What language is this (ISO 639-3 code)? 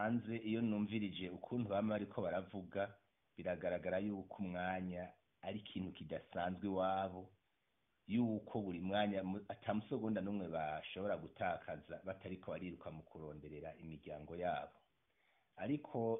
run